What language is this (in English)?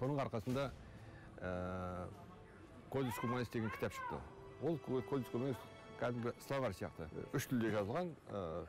Kazakh